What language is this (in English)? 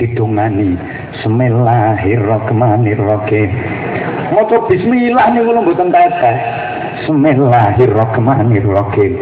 Javanese